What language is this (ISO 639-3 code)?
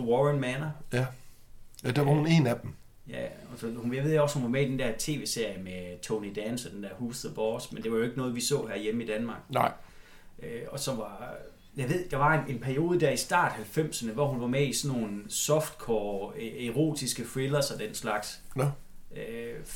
dan